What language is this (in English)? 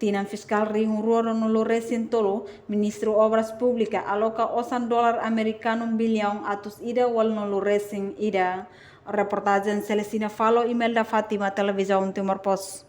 Tetum